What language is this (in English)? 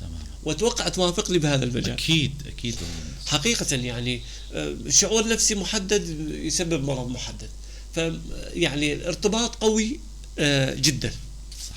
North Levantine Arabic